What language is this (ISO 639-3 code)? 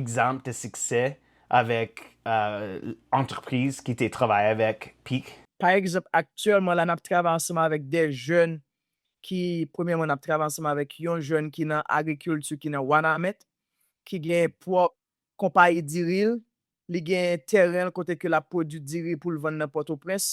hat